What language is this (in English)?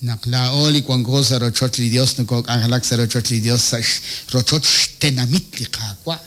Kekchí